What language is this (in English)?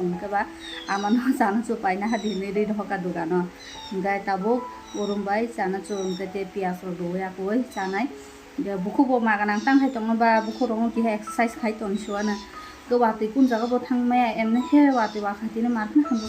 Kok Borok